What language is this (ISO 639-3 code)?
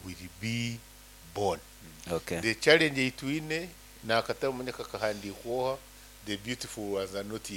nyn